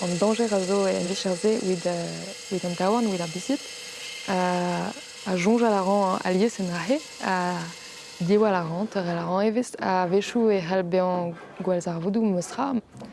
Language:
Breton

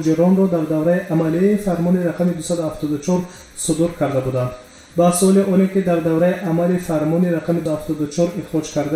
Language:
Tajik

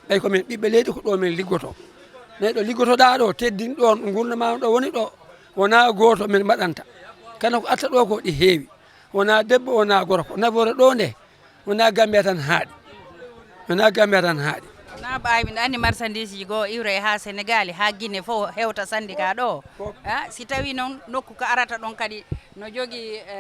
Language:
Fula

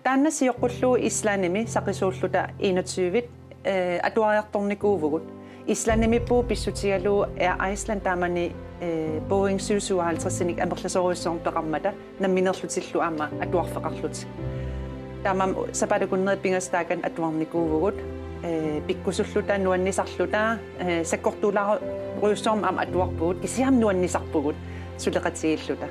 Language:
Kalaallisut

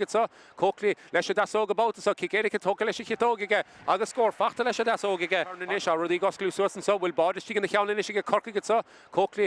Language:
Irish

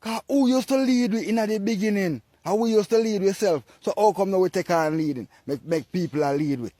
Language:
Jamaican Creole English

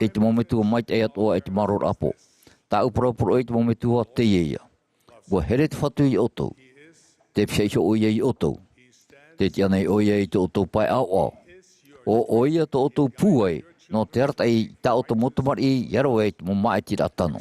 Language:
Tahitian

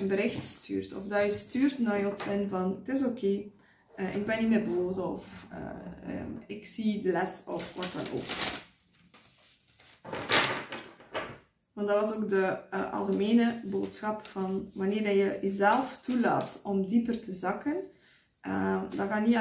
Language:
Dutch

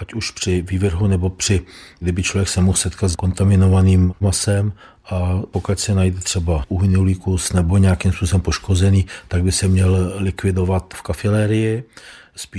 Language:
Czech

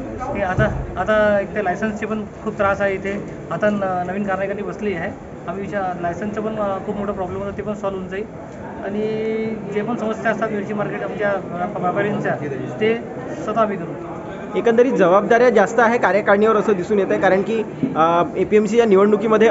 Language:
Marathi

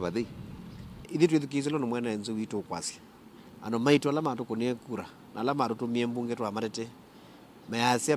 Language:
Kamba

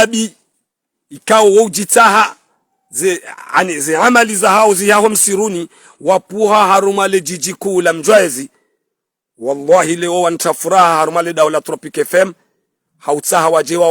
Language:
Ngazidja Comorian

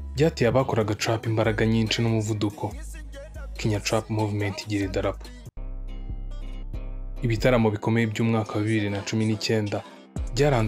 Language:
Kinyarwanda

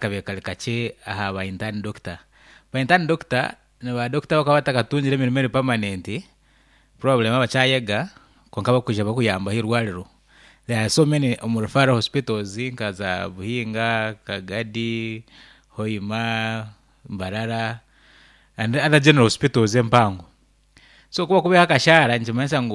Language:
Nyankole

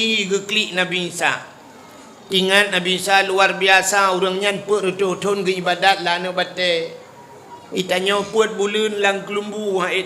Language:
Achinese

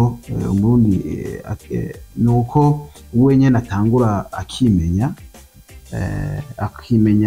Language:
Rundi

